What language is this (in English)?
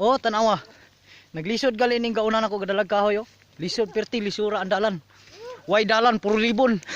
Cebuano